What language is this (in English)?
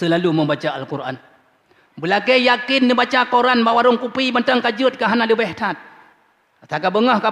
Achinese